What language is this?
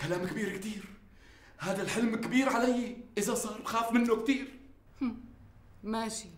North Levantine Arabic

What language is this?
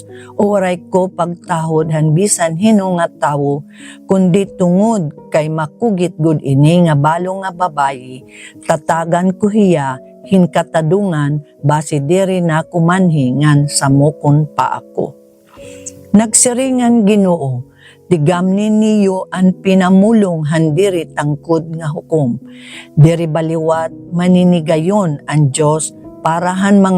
Waray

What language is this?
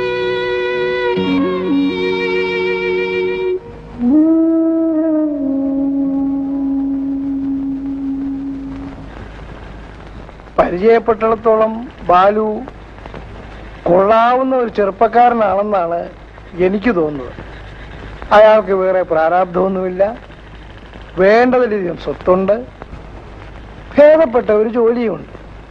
Malayalam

